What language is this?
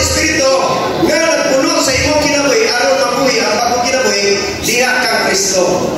Cebuano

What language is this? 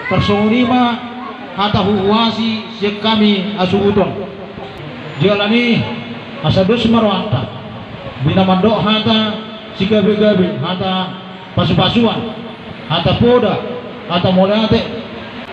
Batak Toba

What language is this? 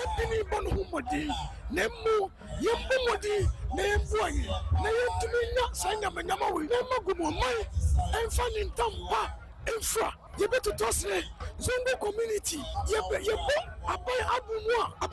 Akan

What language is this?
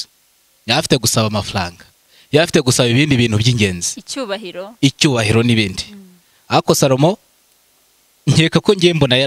Kinyarwanda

